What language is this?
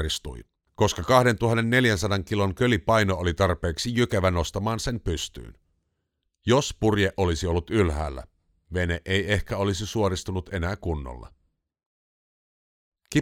Finnish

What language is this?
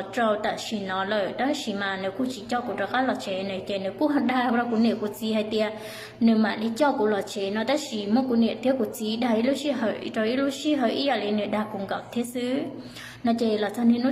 Hmong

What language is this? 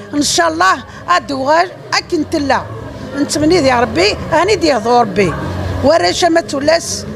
Kabyle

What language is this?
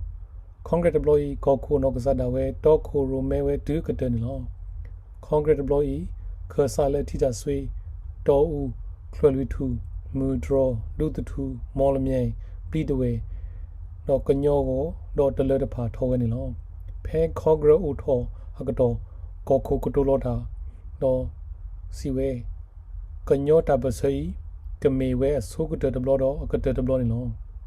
S'gaw Karen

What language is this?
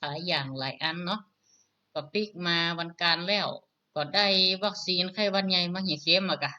Northern Thai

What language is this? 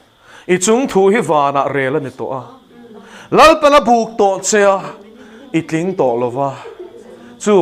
Mizo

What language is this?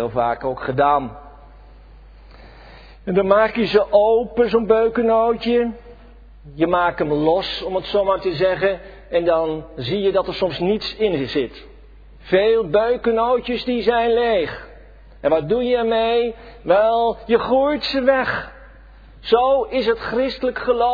Dutch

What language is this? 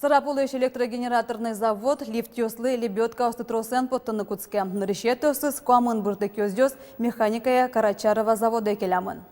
Udmurt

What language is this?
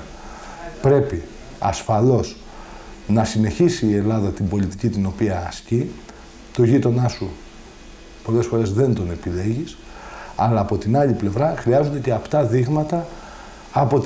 Greek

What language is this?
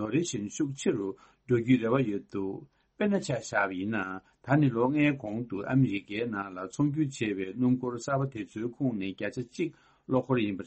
Tibetan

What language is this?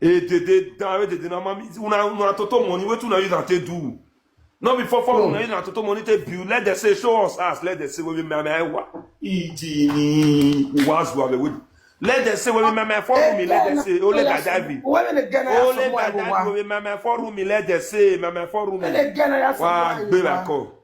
Nigerian Pidgin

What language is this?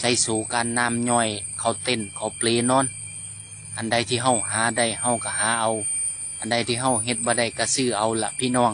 Northeastern Thai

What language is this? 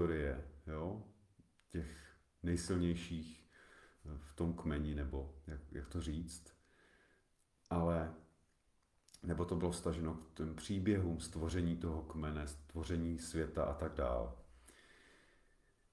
Czech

